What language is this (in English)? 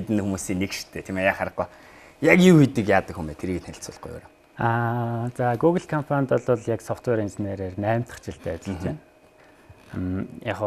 Mongolian